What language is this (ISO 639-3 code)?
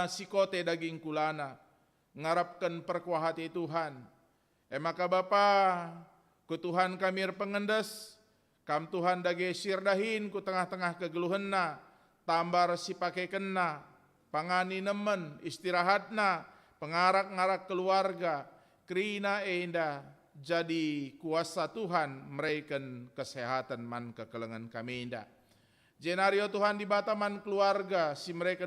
btx